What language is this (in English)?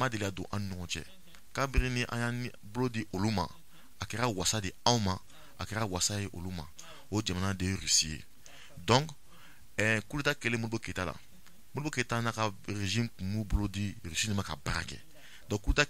Bambara